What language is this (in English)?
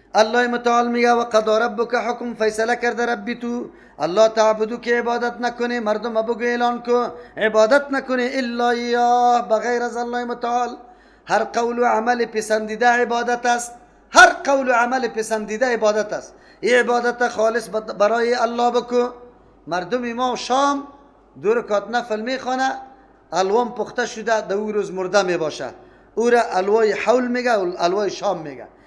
Persian